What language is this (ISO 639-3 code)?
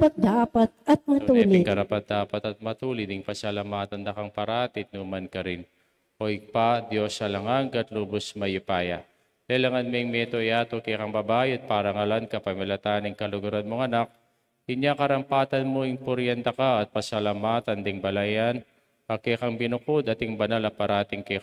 pam